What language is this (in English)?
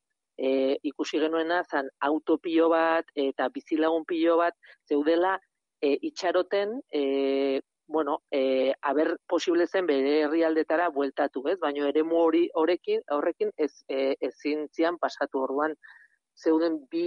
Basque